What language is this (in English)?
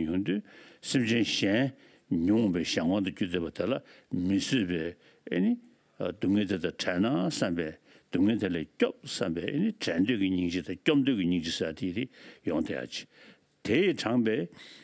Tibetan